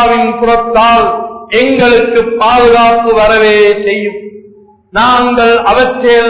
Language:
Tamil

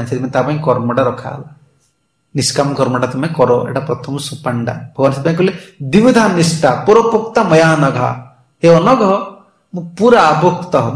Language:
Odia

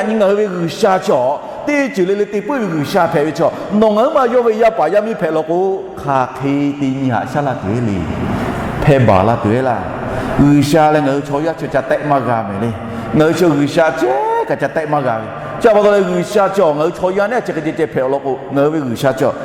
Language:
Lahu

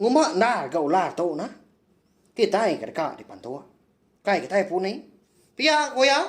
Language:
Iban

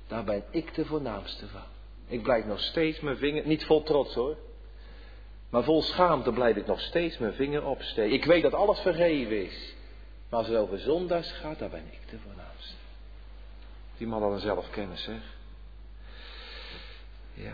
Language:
Dutch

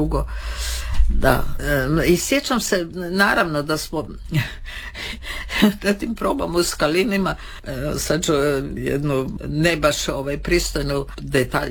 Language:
Croatian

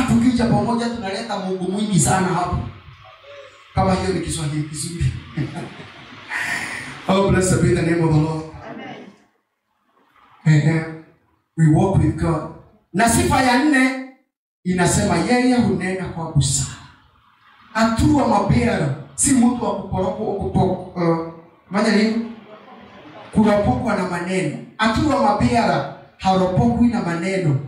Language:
Swahili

